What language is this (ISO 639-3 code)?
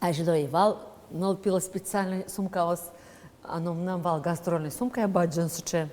udm